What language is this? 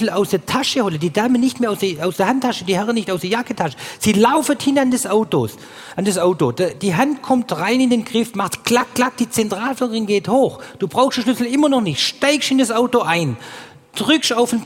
German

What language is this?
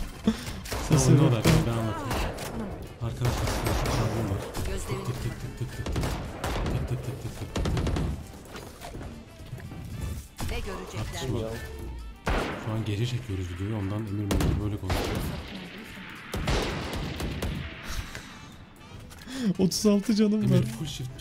Turkish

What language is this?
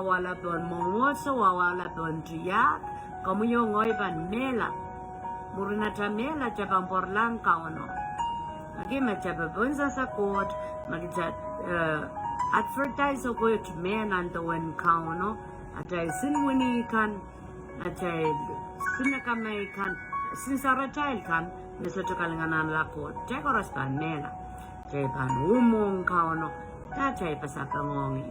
Pohnpeian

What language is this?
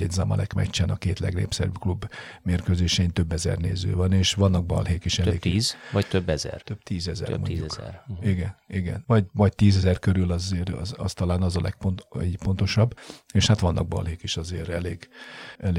Hungarian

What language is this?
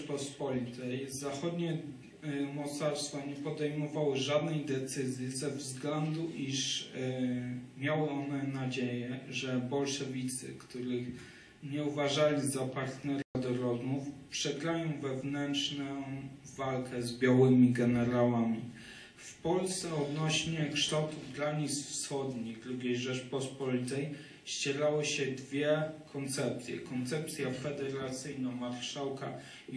Polish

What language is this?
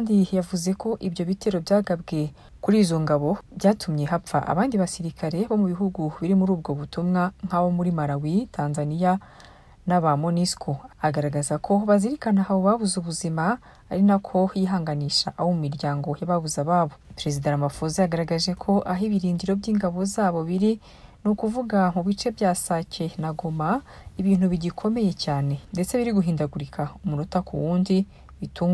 Kinyarwanda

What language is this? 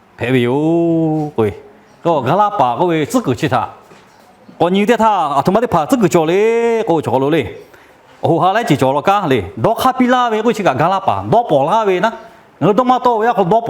Lahu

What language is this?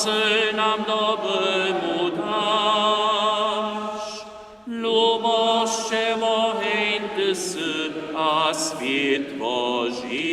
Upper Sorbian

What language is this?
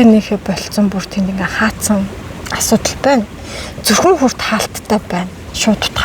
Mongolian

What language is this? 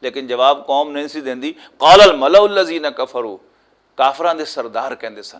Western Panjabi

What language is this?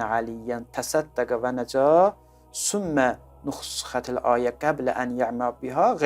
Azerbaijani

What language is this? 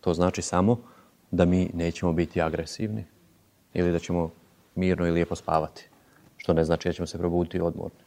Serbian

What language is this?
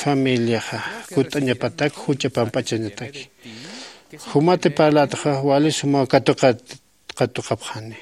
Aymara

